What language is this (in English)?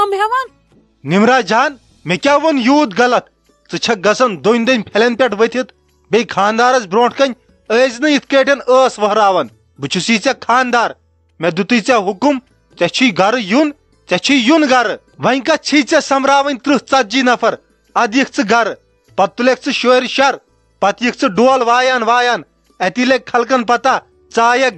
Kashmiri